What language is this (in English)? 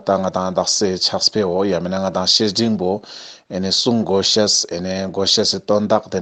Ladakhi